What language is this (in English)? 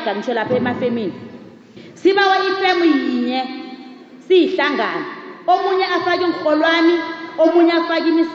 South Ndebele